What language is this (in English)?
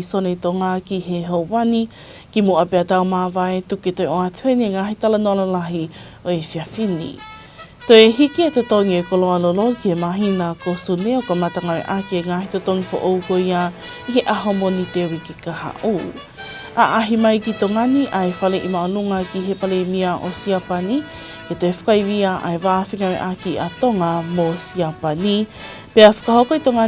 Tongan